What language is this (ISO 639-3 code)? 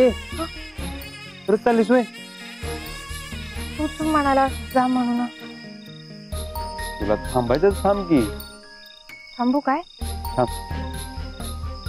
mar